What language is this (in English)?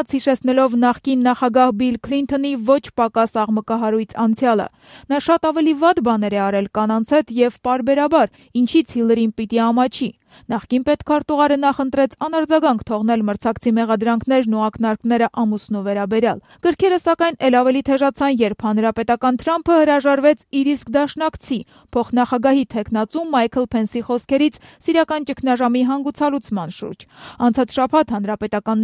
Armenian